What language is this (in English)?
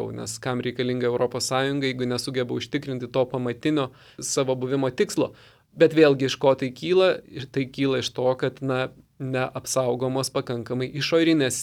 Lithuanian